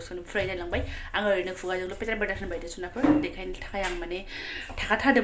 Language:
Bodo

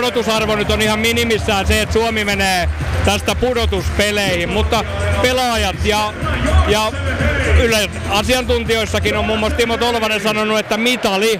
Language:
Finnish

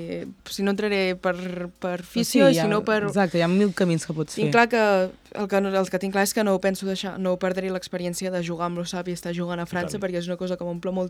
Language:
Catalan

